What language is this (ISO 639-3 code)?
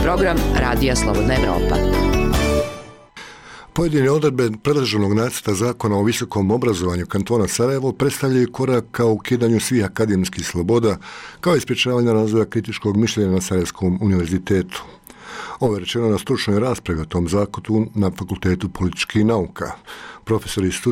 bos